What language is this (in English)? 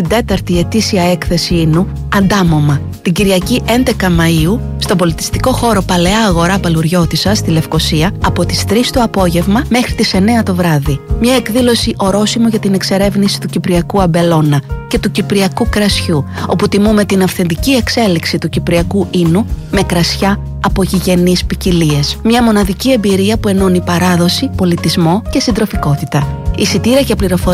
Greek